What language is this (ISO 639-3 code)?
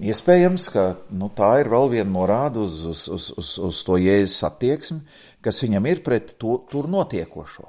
lav